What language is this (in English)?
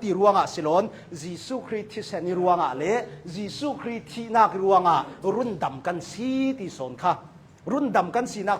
Hakha Chin